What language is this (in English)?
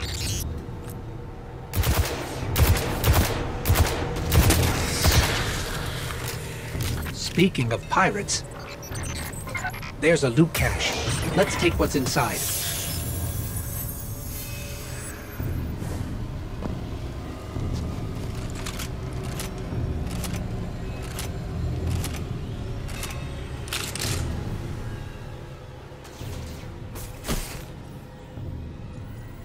English